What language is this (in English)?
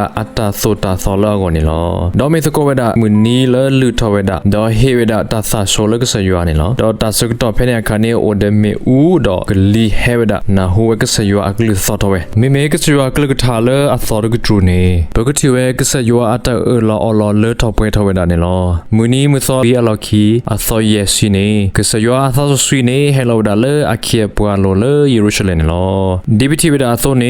S'gaw Karen